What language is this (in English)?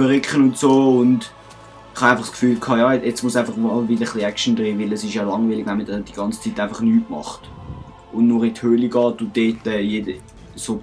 Swiss German